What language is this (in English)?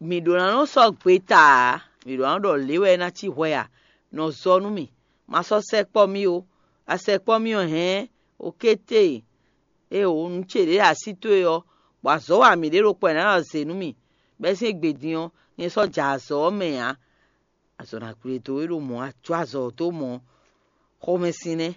Fon